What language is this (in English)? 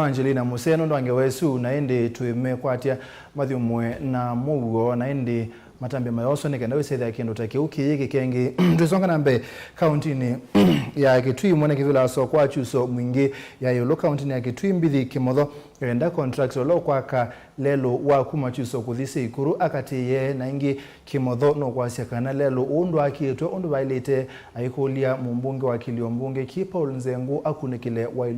Kamba